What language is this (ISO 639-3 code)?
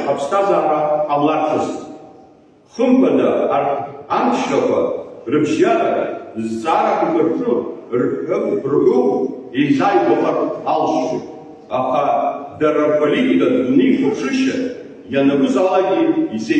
abk